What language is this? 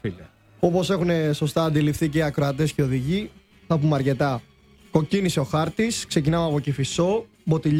Greek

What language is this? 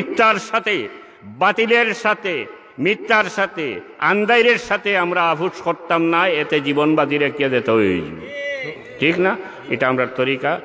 Sylheti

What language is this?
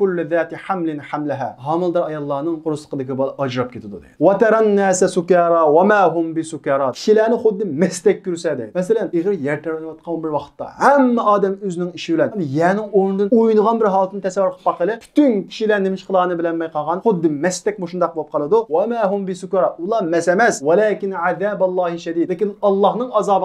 Uyghur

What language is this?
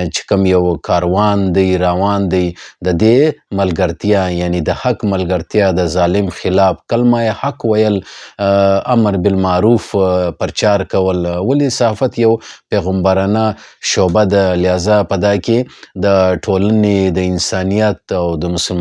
Pashto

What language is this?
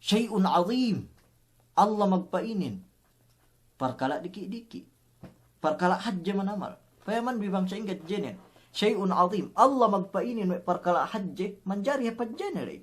Yakan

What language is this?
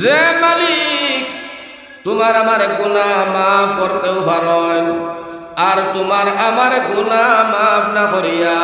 Sylheti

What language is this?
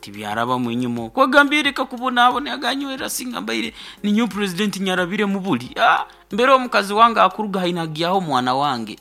Nyankole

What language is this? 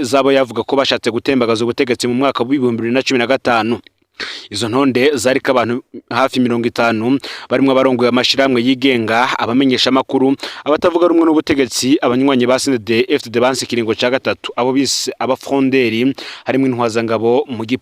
Rundi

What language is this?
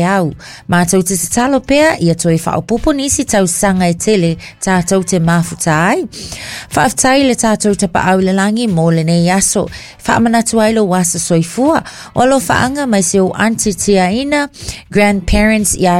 Samoan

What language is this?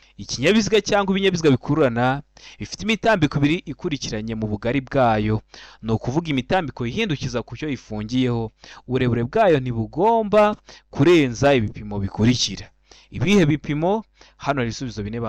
Kinyarwanda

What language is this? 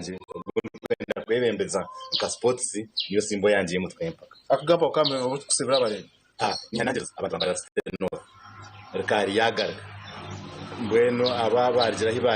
Nyankole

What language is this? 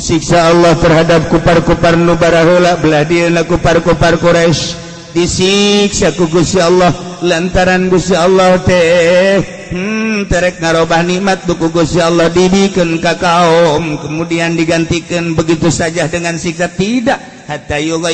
Sundanese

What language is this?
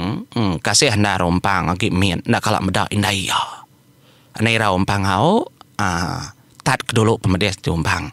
Iban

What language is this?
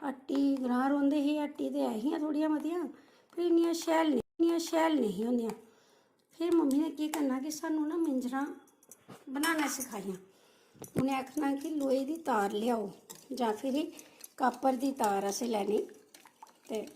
Dogri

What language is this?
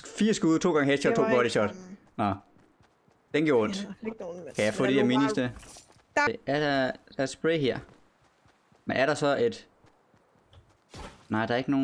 Danish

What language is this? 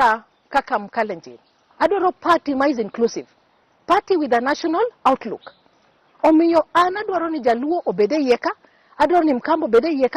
Luo (Kenya and Tanzania)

